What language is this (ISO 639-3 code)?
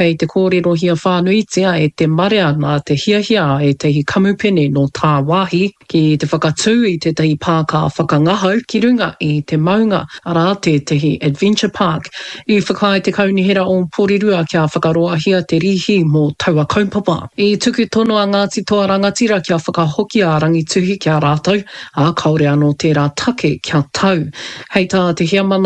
mri